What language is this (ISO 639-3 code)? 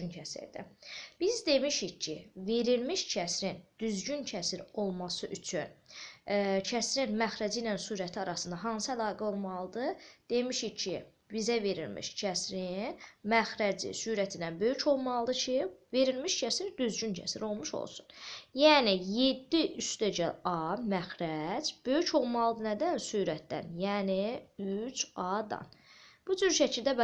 aze